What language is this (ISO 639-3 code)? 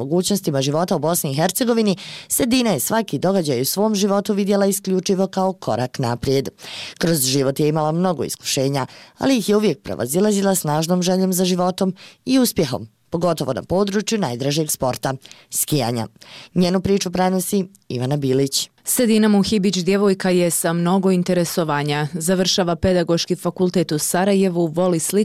bos